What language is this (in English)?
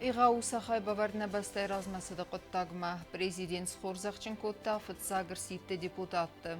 Ossetic